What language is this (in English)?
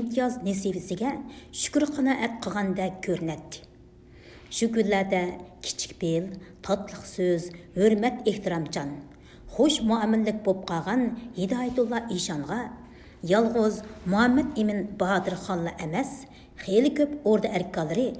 Uyghur